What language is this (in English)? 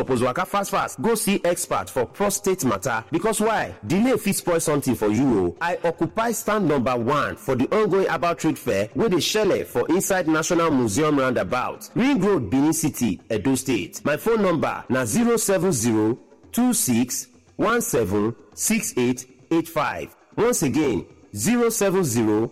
Nigerian Pidgin